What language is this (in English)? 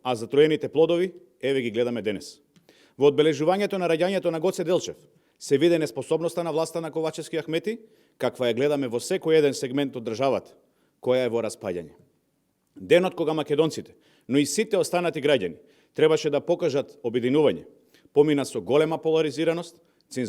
Macedonian